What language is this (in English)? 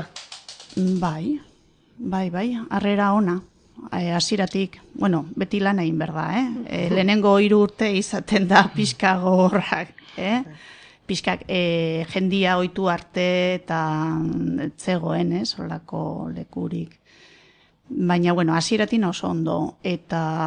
Basque